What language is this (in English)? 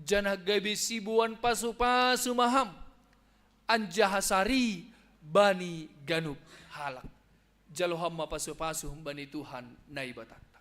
Batak Simalungun